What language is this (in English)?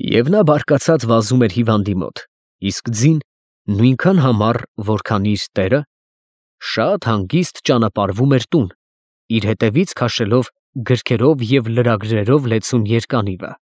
Armenian